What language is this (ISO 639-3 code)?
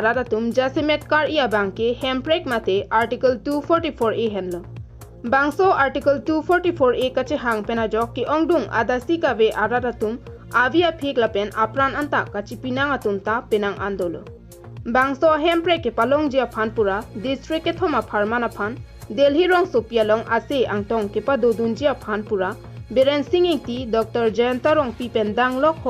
mjw